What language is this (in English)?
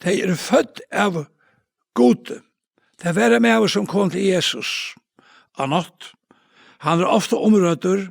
Faroese